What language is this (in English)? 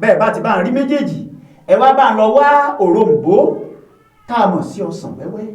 Yoruba